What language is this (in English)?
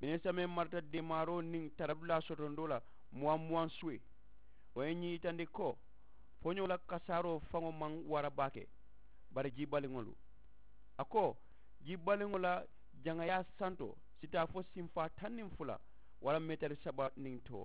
Mandingo